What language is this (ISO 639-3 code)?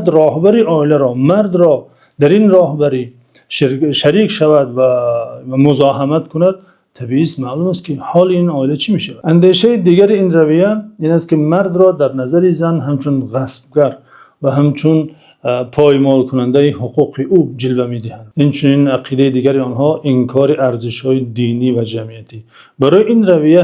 tgk